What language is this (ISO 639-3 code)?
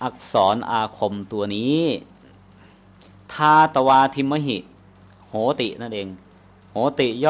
tha